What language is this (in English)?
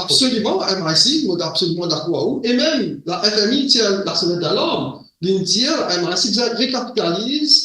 Morisyen